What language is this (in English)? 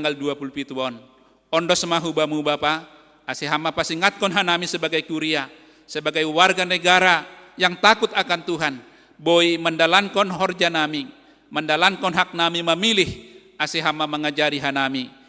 Batak Simalungun